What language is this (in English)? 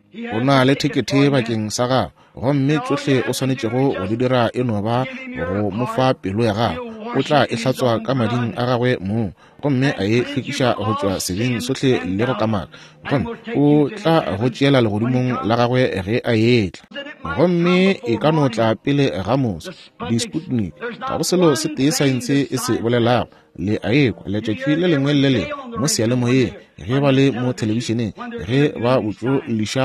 Northern Sotho